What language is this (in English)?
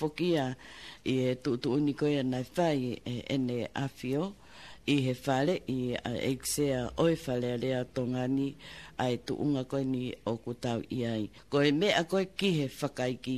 Tongan